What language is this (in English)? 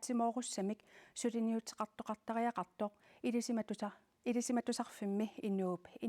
Kalaallisut